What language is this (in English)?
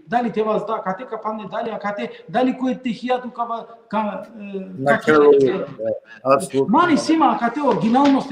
Balkan Romani